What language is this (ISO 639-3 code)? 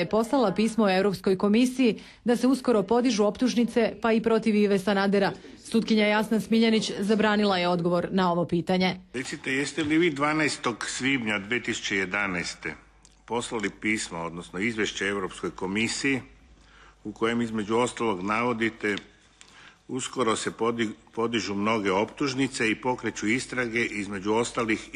hrv